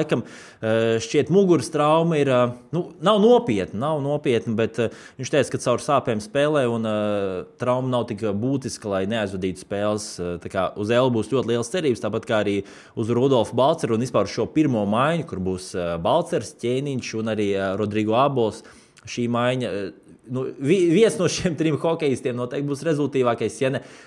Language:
Latvian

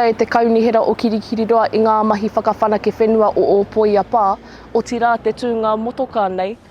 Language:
Māori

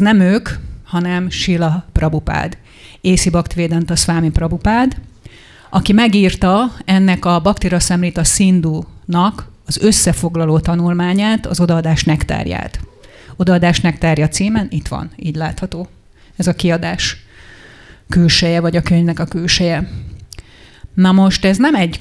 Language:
Hungarian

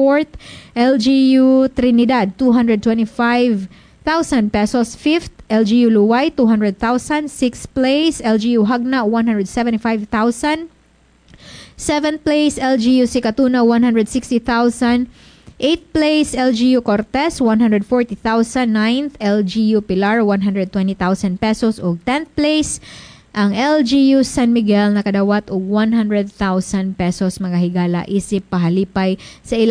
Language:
Cebuano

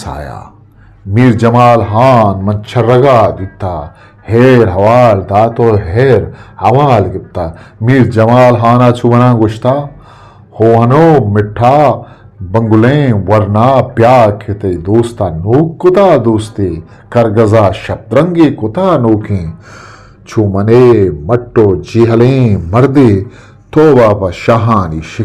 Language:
Eastern Balochi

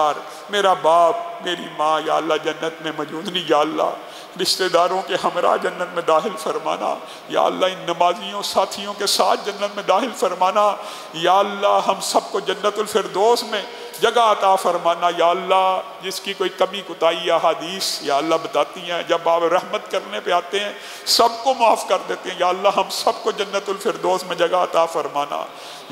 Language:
Urdu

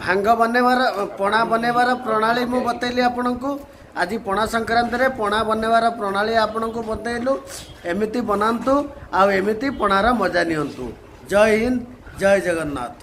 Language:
Odia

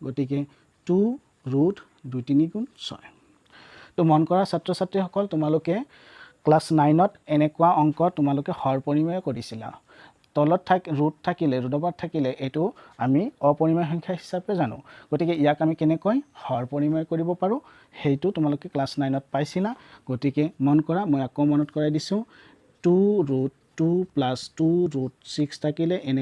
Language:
Assamese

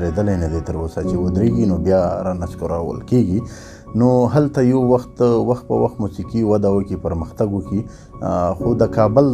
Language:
Pashto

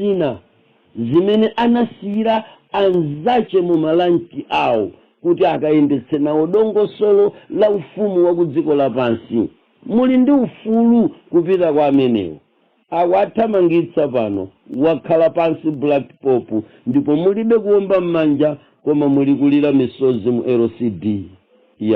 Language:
Nyanja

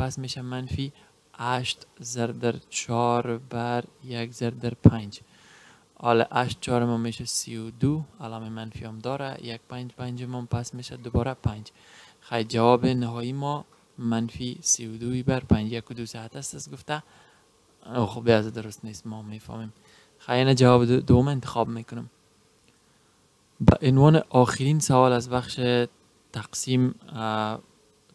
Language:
Persian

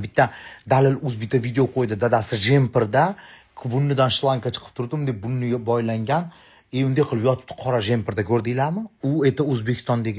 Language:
Uzbek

